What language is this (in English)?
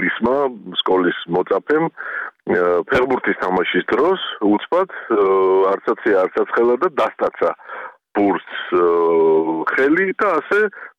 Georgian